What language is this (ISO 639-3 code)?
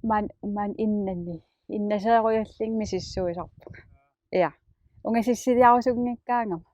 kal